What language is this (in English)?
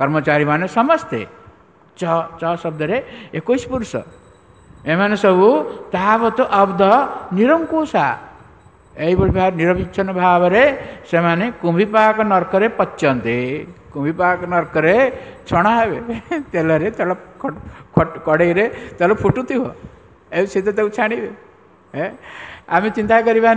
Odia